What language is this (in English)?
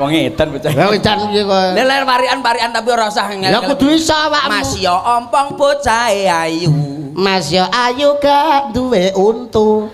Javanese